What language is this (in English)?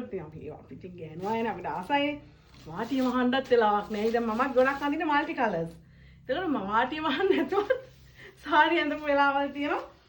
Sinhala